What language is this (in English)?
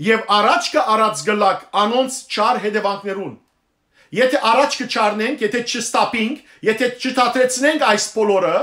Western Armenian